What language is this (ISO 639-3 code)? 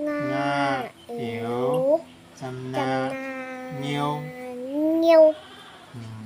shn